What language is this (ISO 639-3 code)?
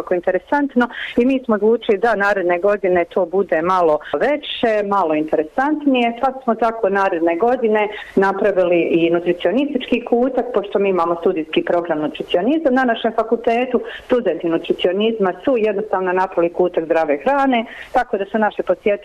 bos